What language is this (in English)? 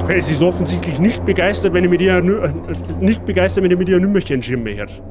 Bavarian